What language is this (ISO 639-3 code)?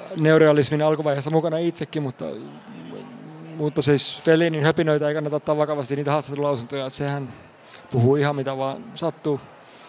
fin